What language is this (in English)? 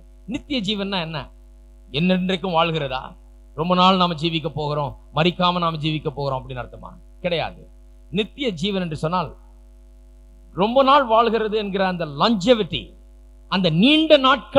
Tamil